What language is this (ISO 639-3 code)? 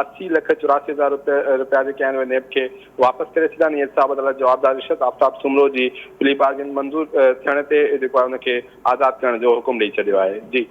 snd